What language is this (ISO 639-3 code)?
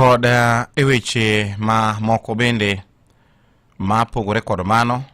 luo